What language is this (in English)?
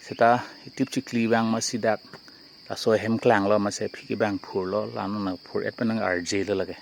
Karbi